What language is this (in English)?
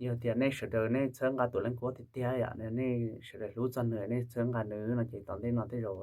Hmong